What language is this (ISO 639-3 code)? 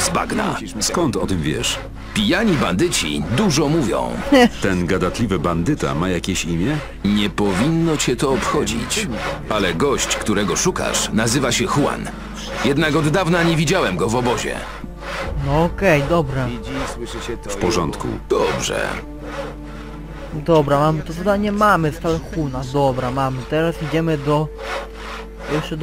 pol